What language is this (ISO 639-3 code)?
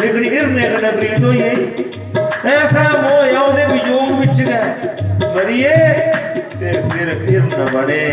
doi